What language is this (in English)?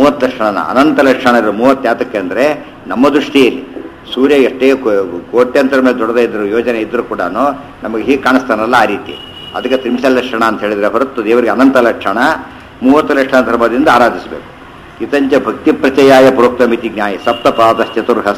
Kannada